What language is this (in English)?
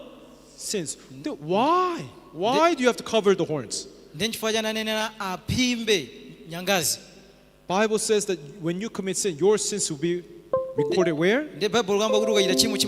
Nyanja